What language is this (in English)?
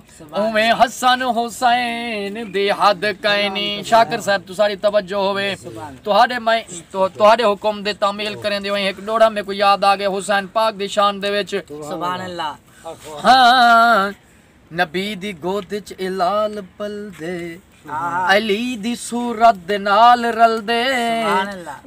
Saraiki